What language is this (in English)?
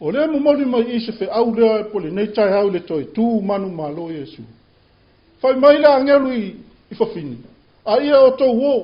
Samoan